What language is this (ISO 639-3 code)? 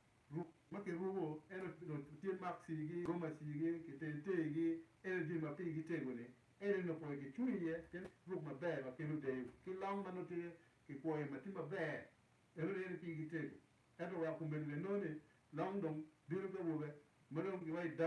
ach